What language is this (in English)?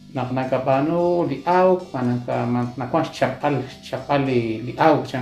Kekchí